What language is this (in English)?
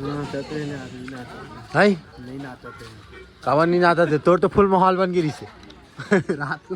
Chhattisgarhi